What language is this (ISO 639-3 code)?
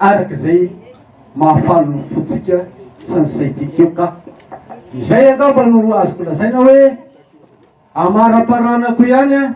mlg